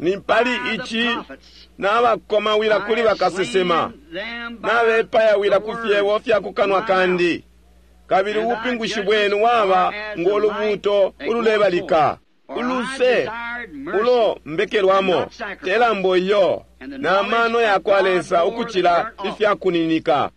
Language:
Bemba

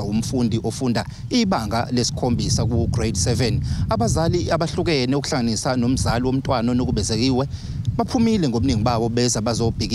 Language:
Zulu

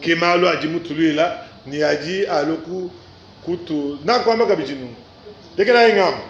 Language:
Luba-Lulua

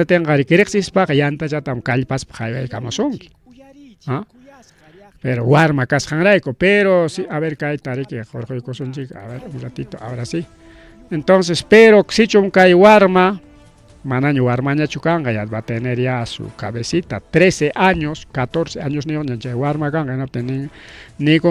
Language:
Ayacucho Quechua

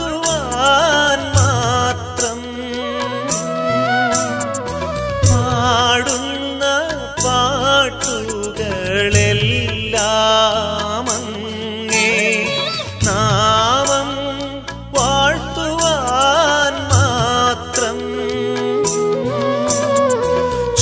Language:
Malayalam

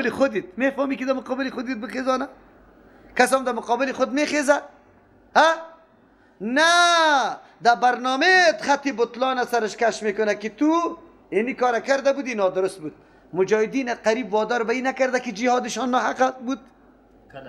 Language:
Persian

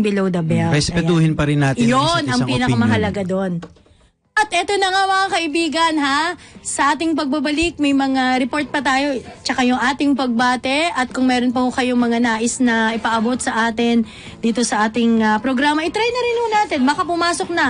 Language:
Filipino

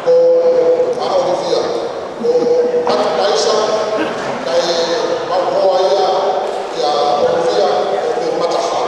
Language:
Tongan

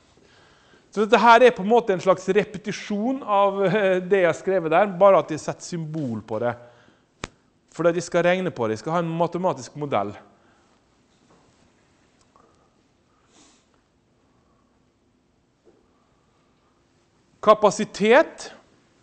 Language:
Norwegian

